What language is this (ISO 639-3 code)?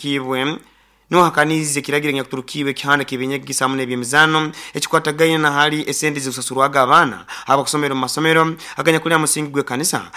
nyo